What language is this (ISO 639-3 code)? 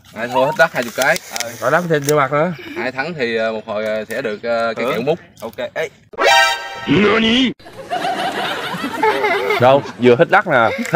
vie